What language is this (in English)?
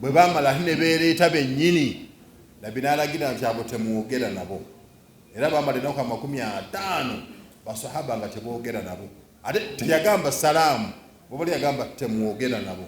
Ganda